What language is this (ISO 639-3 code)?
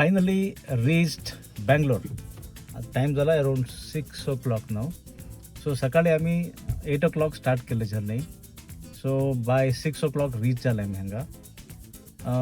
kok